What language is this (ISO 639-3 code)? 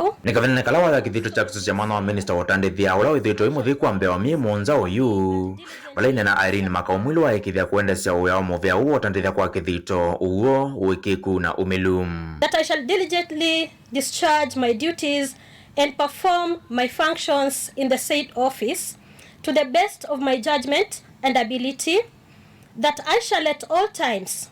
kam